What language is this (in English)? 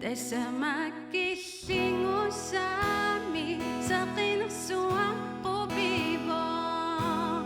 Kalaallisut